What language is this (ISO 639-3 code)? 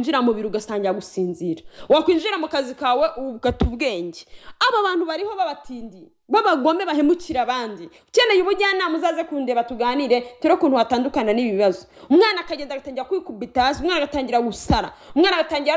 kin